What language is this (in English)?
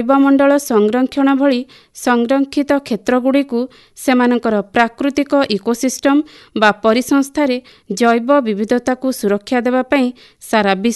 Odia